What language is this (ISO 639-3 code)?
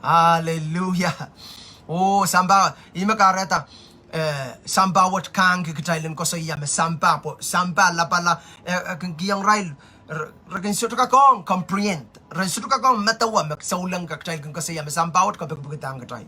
pon